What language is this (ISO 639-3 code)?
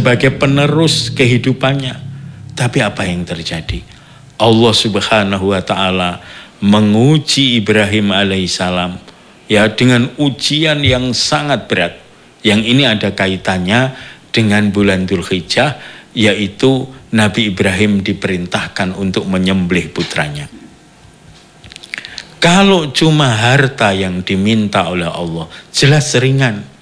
ind